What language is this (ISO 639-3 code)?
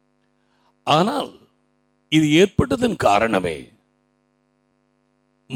tam